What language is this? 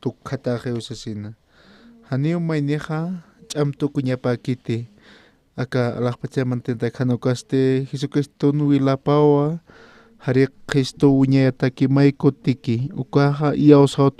Aymara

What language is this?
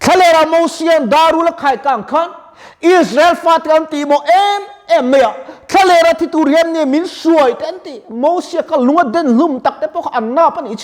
Mizo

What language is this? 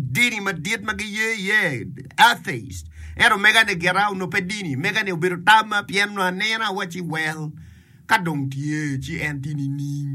Acoli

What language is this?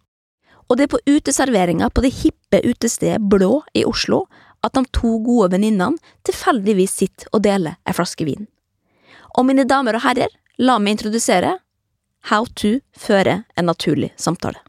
Norwegian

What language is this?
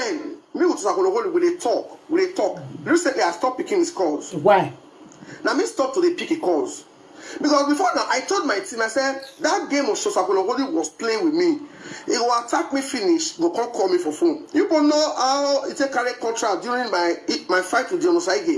Nigerian Pidgin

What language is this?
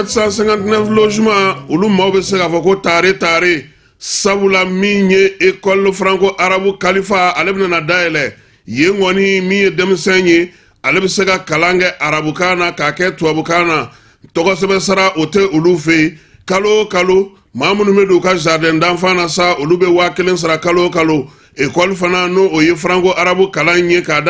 Bambara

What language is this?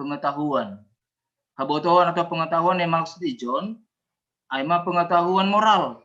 Batak Simalungun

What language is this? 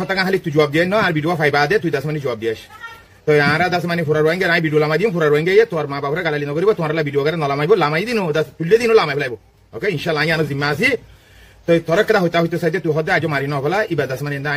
Rohingya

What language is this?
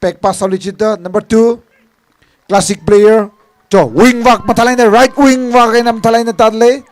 Tangkhul Naga (India)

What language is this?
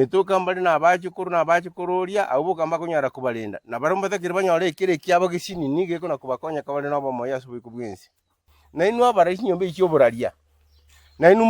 Gusii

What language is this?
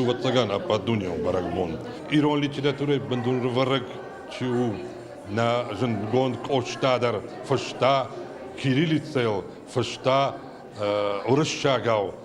Ossetic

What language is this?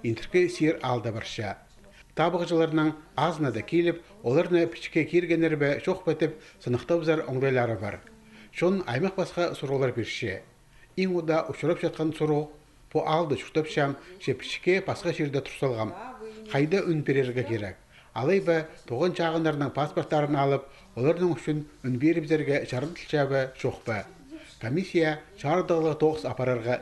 Khakas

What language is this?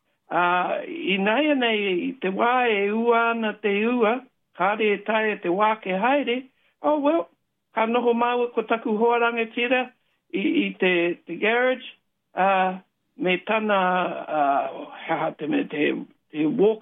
Māori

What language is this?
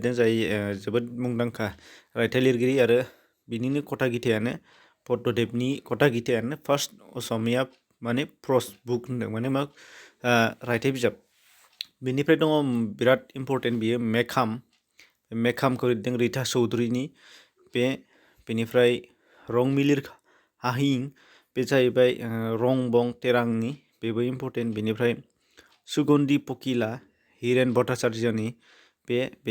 Bodo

